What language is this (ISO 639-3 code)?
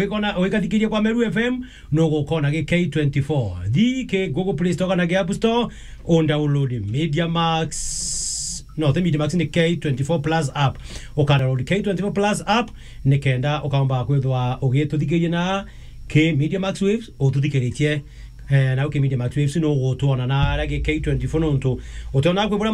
mer